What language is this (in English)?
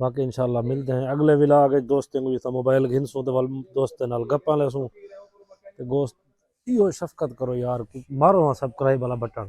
Saraiki